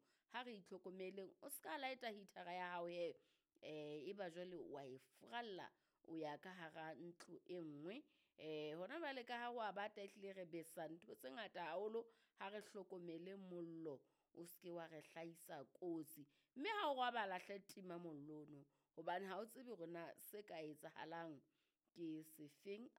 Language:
Southern Sotho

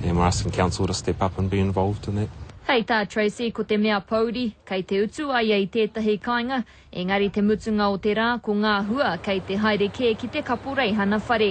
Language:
Māori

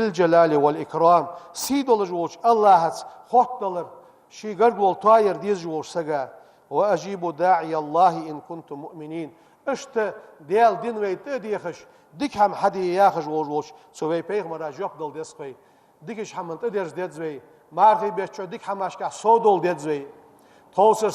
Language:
Ingush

